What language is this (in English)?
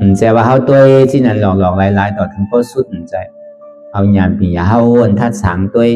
Shan